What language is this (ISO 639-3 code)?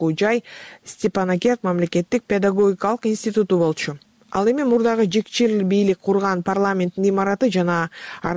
kir